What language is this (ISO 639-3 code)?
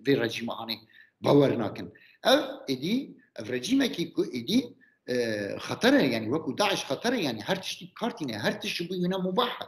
kur